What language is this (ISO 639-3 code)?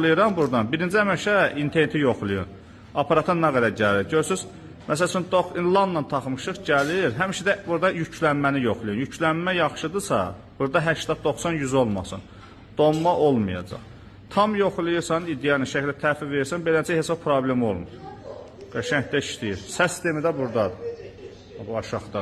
aze